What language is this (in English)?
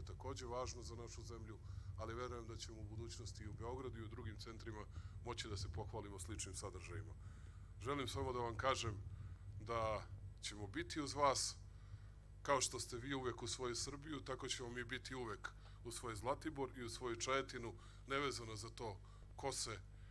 Serbian